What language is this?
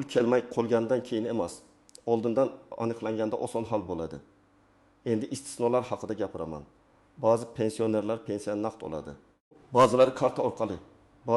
Uzbek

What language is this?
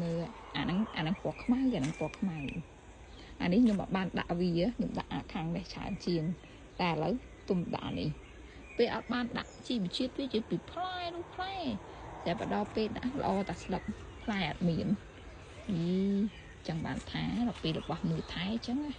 Khmer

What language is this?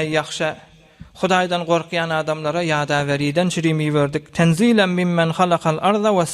Turkmen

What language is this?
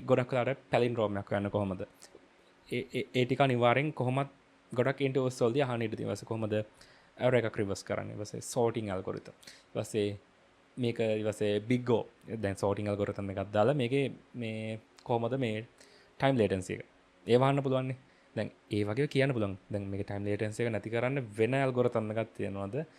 Sinhala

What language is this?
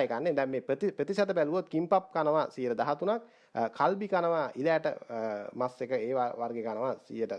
Sinhala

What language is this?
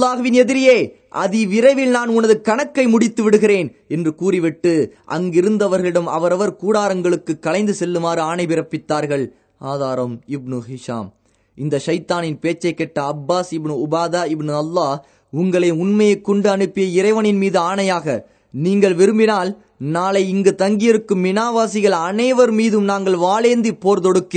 Tamil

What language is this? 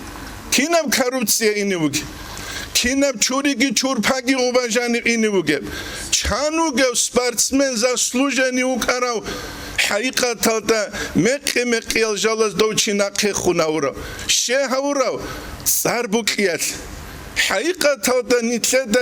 Avaric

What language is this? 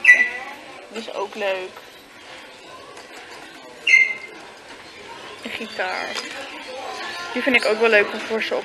Dutch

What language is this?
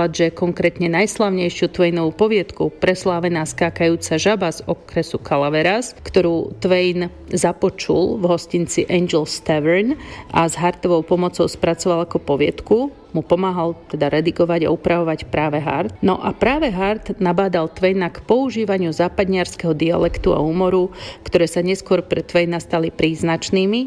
Slovak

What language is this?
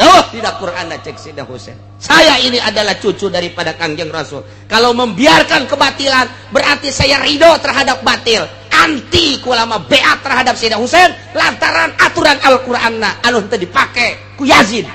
Sundanese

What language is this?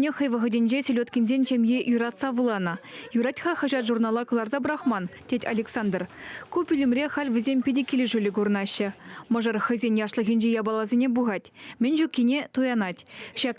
Chuvash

